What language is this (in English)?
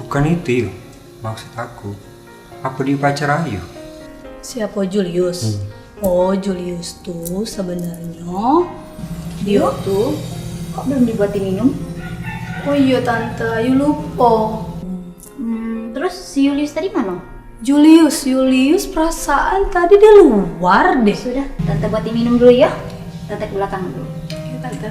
Musi